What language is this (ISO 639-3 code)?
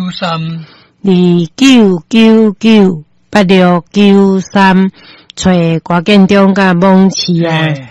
nan